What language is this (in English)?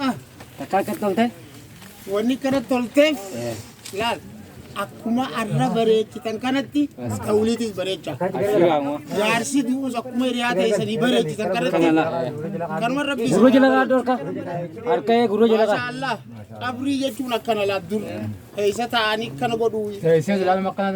Oromo